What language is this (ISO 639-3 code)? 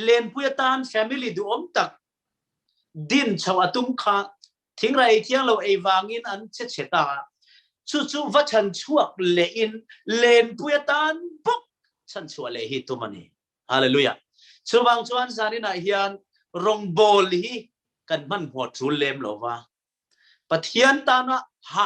lus